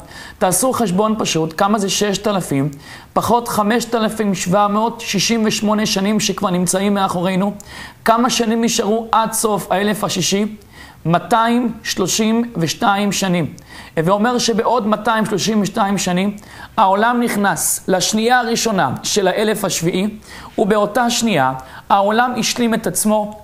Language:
Hebrew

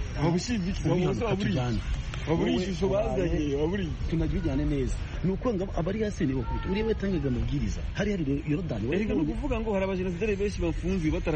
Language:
Kinyarwanda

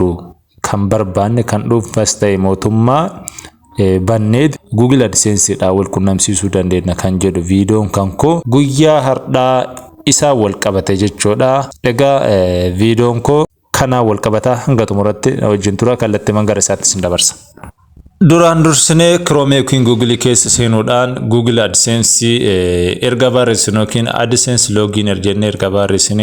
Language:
Oromo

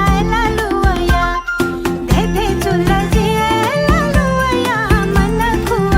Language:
Newari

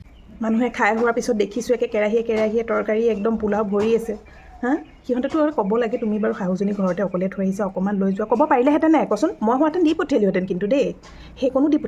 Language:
Assamese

